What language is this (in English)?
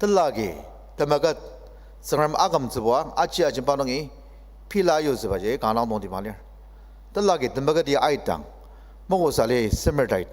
Ao Naga